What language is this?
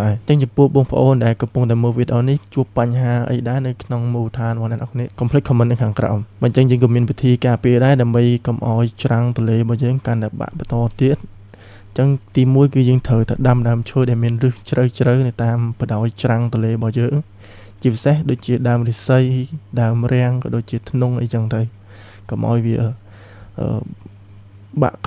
Khmer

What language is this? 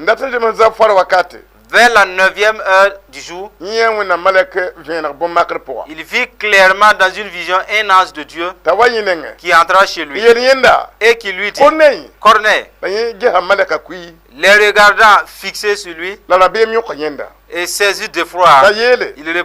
Mossi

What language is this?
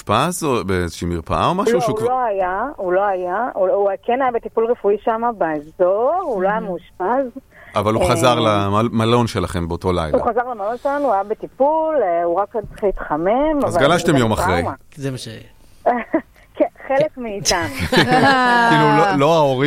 Hebrew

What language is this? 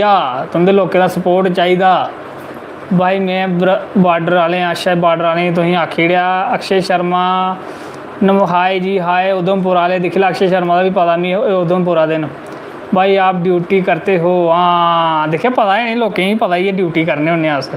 Dogri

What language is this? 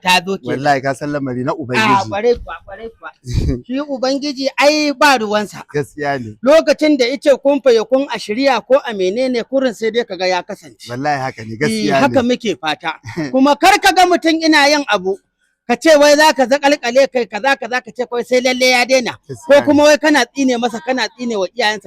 Hausa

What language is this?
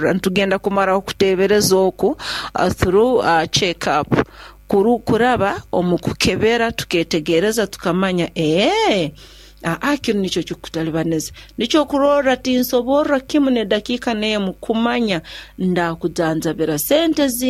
Nyoro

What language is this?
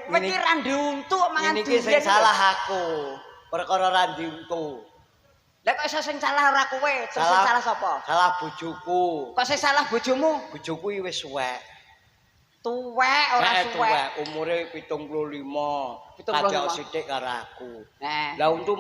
Javanese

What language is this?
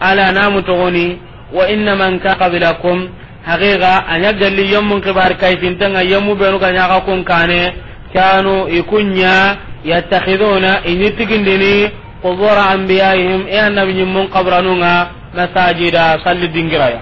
Soninke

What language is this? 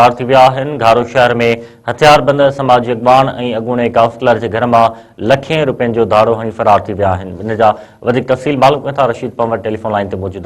Sindhi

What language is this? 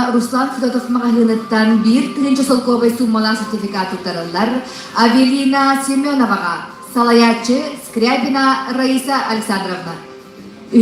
Yakut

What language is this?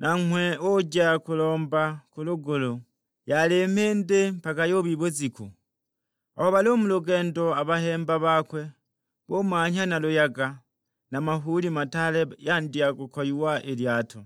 Sukuma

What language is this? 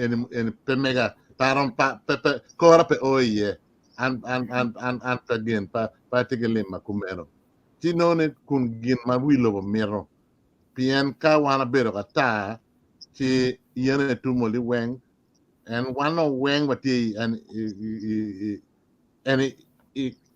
Acoli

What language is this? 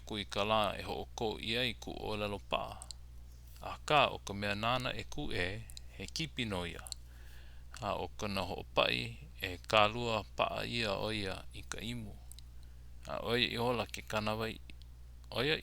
Hawaiian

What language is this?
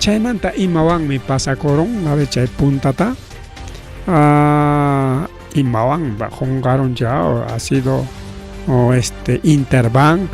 Ayacucho Quechua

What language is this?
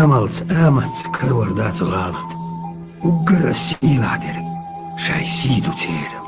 Chechen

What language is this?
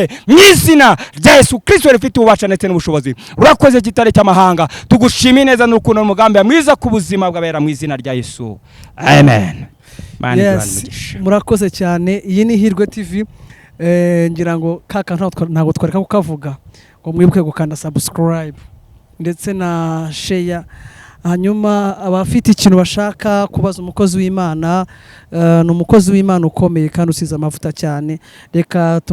Kinyarwanda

